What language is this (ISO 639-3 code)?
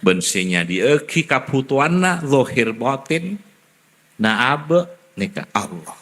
mad